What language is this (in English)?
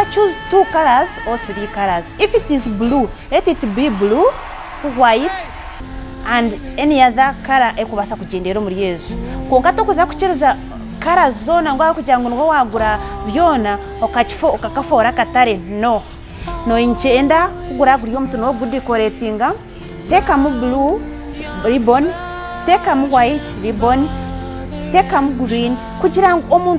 Nyankole